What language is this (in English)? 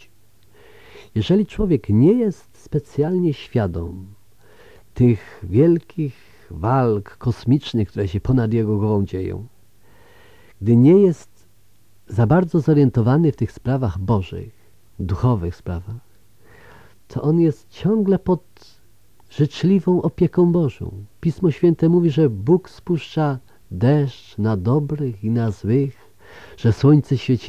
Polish